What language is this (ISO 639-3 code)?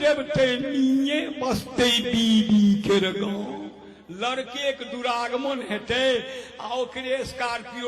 mai